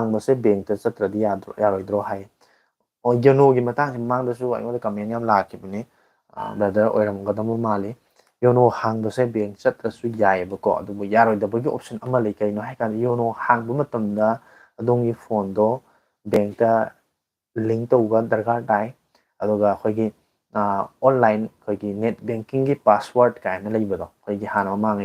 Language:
Manipuri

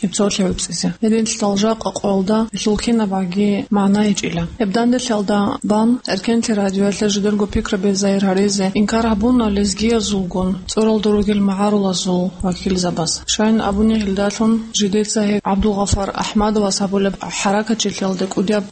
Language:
Avaric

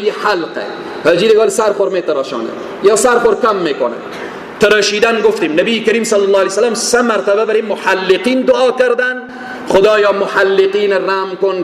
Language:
Persian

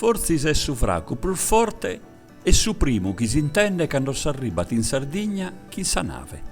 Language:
Sardinian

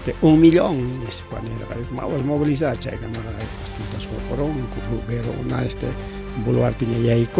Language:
Ayacucho Quechua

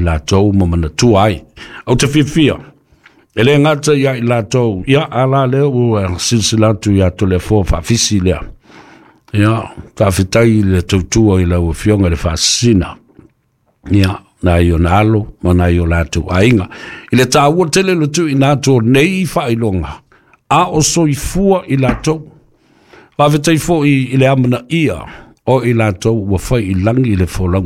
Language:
Samoan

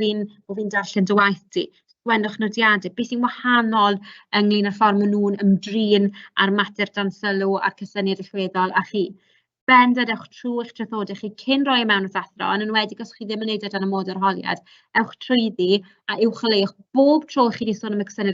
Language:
Welsh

